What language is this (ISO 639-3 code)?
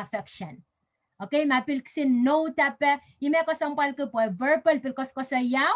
pon